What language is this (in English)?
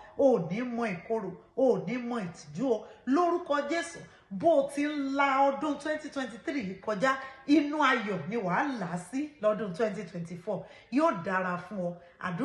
Yoruba